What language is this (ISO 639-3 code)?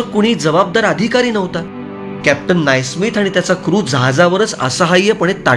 mar